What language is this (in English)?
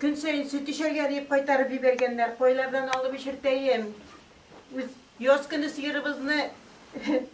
Tatar